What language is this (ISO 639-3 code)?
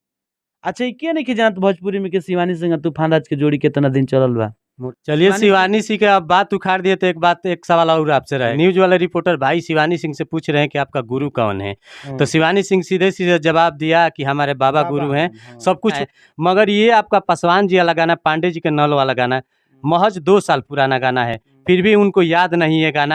bho